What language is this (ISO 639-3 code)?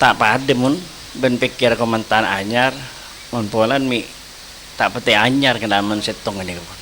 mad